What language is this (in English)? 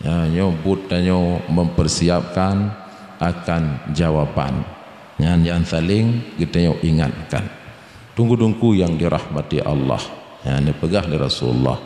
Achinese